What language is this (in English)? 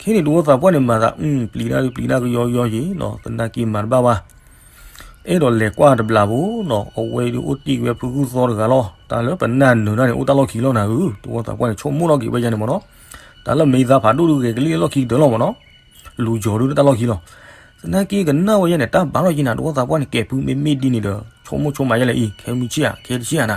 S'gaw Karen